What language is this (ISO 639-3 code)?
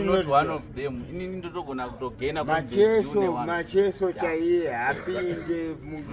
sna